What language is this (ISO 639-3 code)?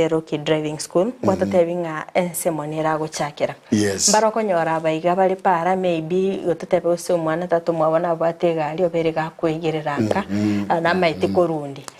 guz